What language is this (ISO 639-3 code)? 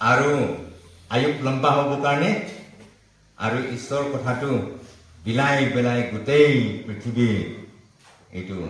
nag